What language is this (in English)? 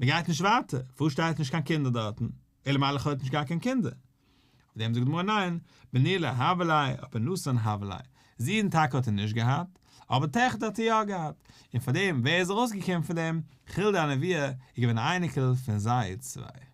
Yiddish